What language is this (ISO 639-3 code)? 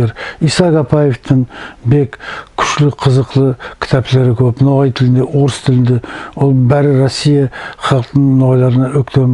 nog